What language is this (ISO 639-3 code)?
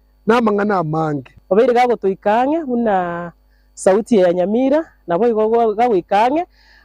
guz